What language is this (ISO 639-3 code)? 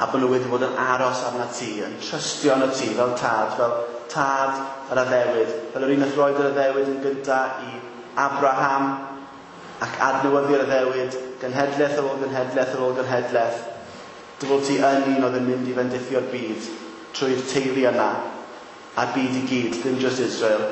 cym